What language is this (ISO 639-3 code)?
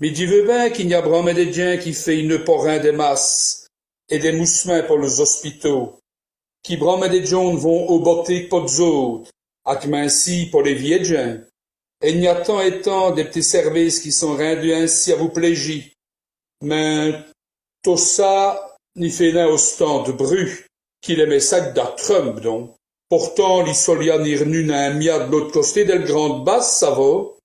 wln